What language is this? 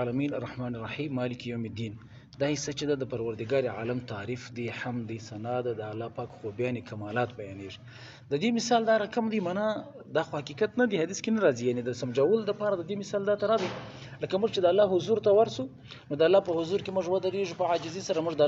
Pashto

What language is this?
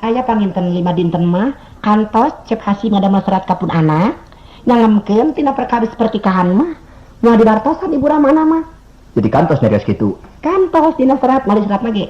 Sundanese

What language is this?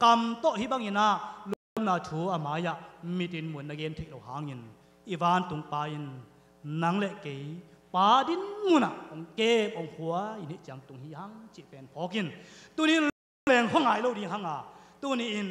Tedim Chin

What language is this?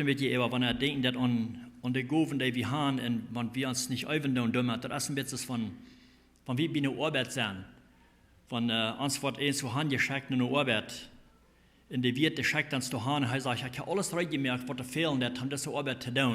Plautdietsch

